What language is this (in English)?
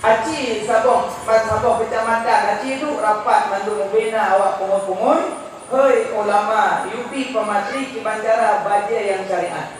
Achinese